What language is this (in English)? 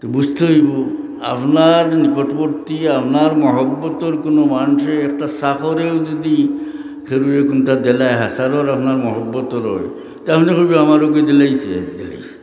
Sylheti